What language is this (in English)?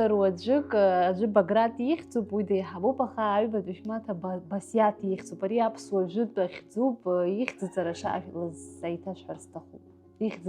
Abkhazian